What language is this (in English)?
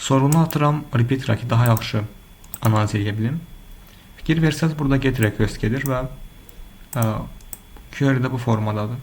Azerbaijani